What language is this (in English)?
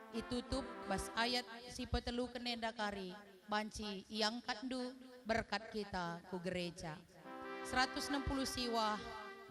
Batak Karo